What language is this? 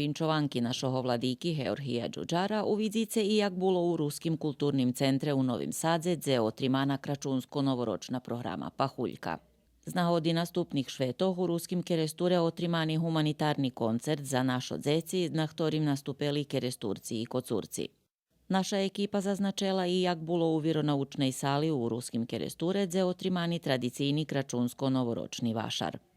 Rusyn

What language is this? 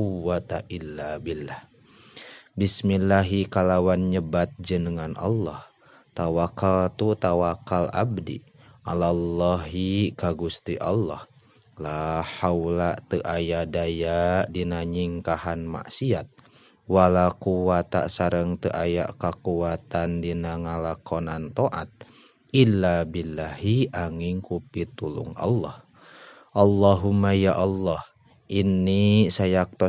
Sundanese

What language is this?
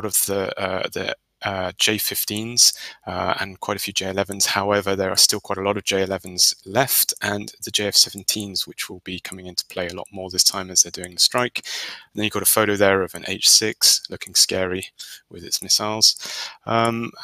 English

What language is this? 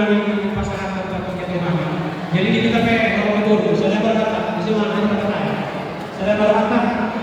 Batak Toba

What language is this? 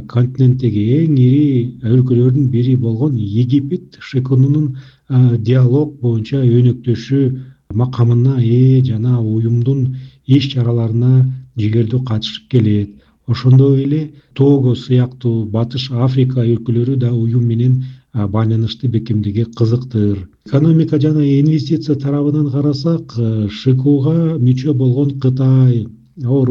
Kyrgyz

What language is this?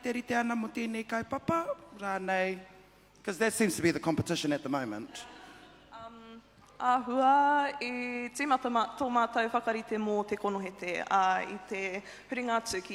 Māori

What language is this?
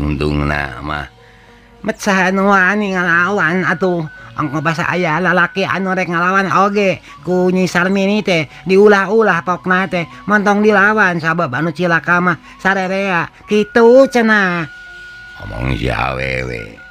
Sundanese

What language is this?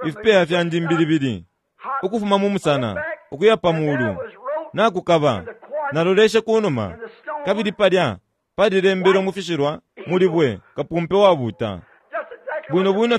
Bemba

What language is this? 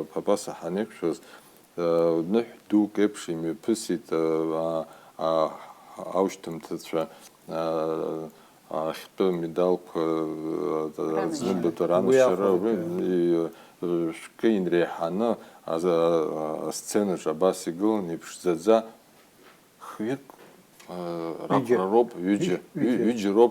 Abkhazian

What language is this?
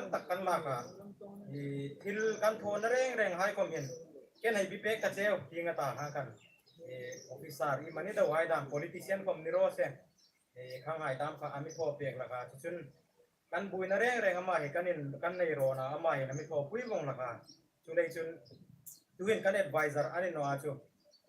Hmar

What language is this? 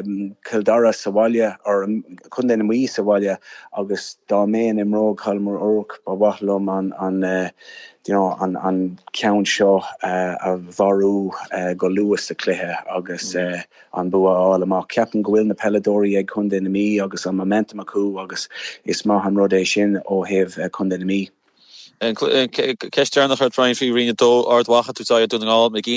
Irish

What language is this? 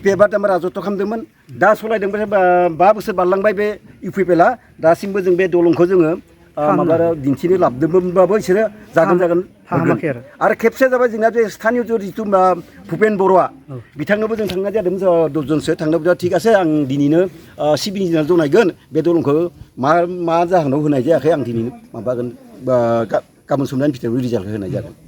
Bodo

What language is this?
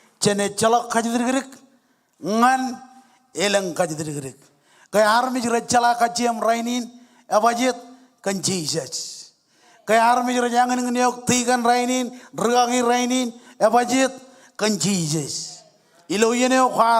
Marshallese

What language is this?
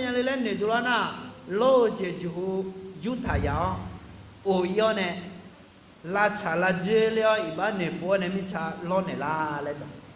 Akha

